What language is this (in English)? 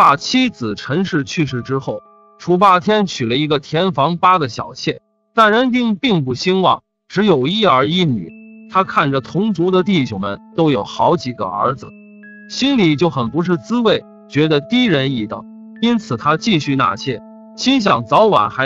Chinese